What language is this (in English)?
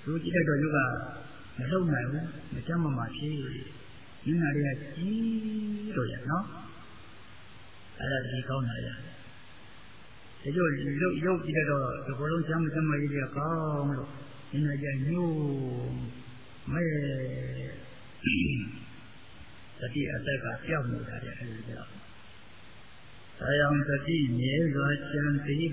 Burmese